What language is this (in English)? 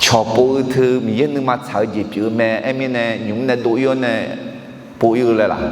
Akha